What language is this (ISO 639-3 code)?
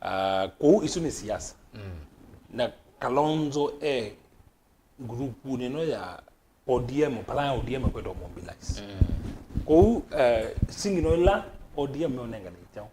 kam